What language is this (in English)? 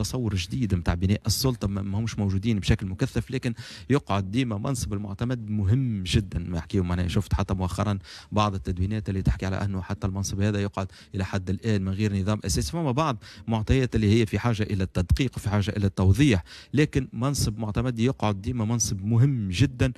Tunisian Arabic